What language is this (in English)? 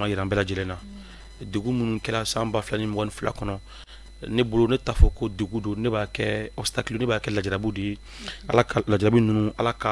Bambara